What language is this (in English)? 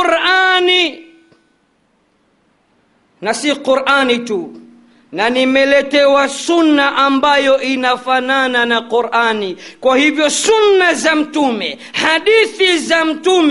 Swahili